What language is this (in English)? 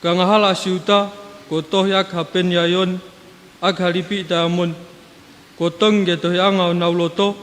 Tongan